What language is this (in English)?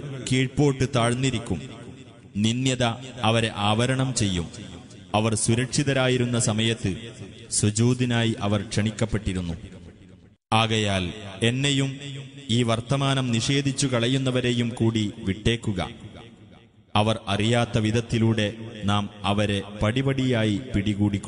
Malayalam